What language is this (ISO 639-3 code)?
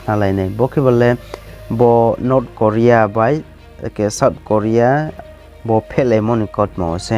ria